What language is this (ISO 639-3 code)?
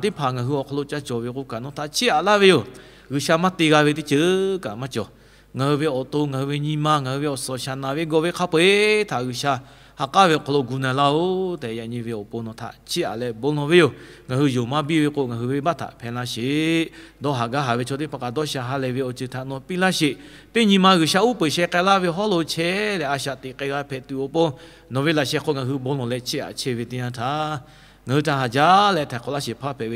lhu